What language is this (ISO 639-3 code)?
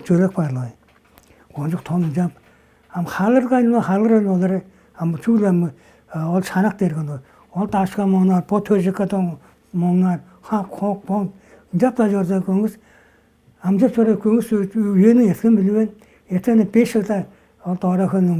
tyv